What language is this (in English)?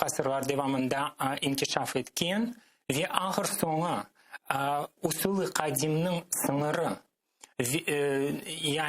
Crimean Tatar